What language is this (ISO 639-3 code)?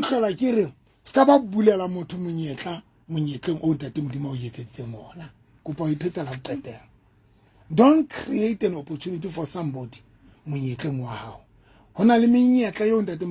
sot